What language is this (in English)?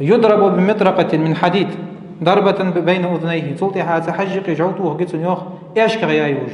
Ingush